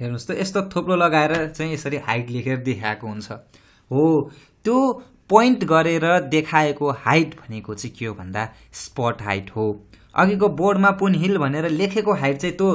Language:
Nepali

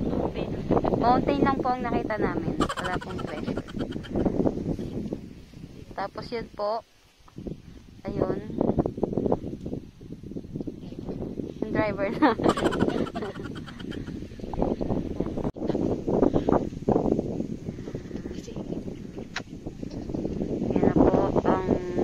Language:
Filipino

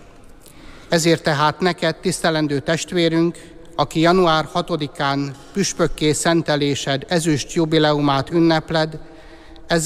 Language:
Hungarian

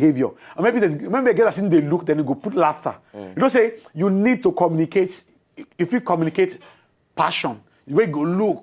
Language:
Nigerian Pidgin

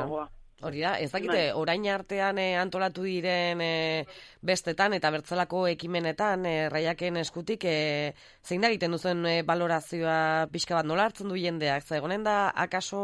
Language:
Basque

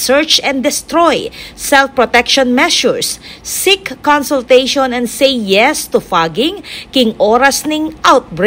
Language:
Pampanga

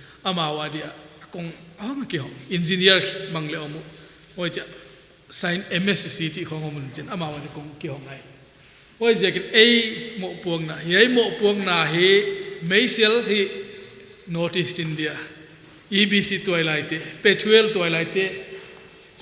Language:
Paite Chin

